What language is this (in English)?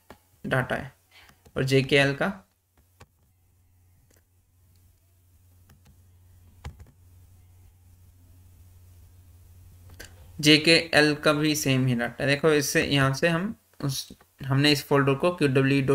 Hindi